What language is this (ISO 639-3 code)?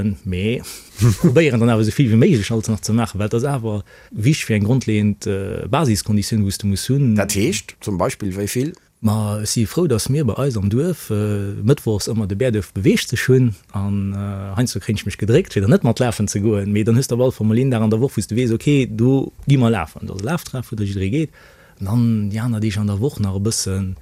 ltz